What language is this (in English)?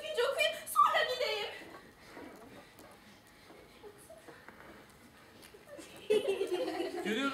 Turkish